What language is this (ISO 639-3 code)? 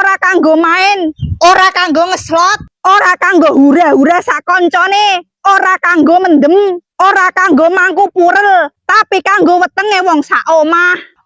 jav